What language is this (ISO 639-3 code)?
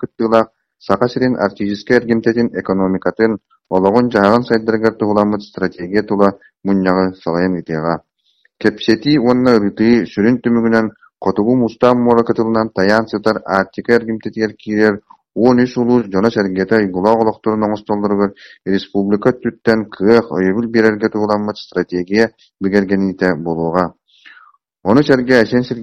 sah